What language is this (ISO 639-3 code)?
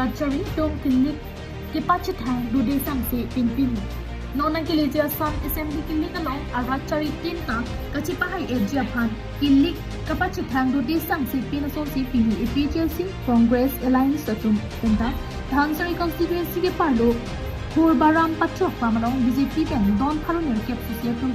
mjw